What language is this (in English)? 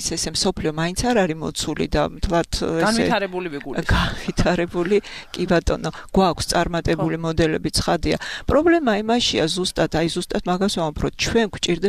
Georgian